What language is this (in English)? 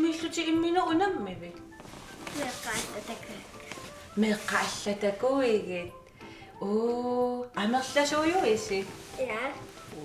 Kalaallisut